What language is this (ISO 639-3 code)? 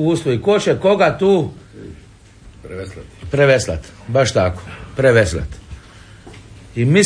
hrv